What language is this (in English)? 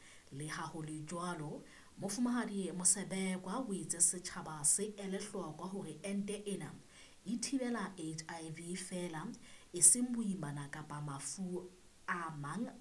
Southern Sotho